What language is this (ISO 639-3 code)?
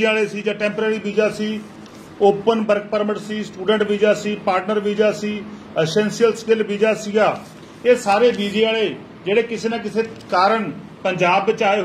pan